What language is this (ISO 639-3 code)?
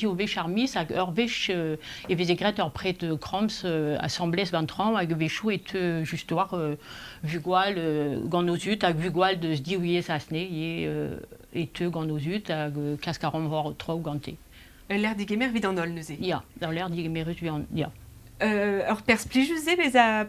bre